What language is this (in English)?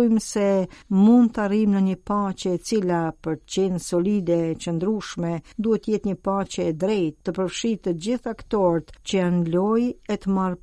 Albanian